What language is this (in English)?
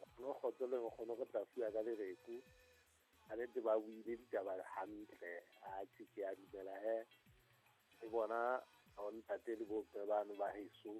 Southern Sotho